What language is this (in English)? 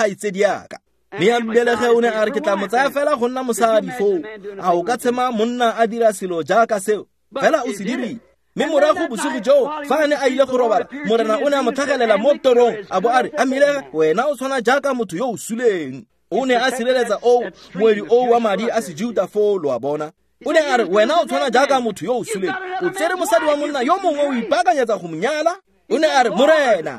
Tswana